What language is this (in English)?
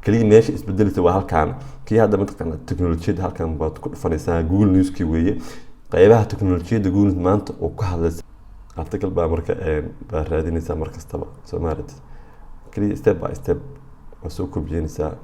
Somali